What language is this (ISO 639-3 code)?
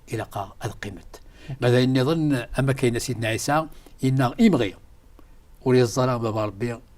kab